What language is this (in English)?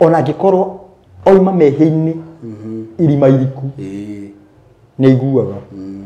Kikuyu